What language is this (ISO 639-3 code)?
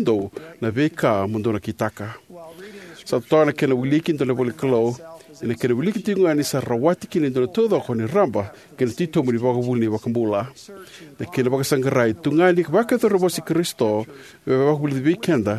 fij